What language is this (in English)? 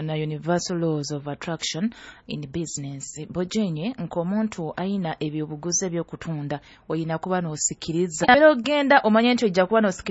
Nyoro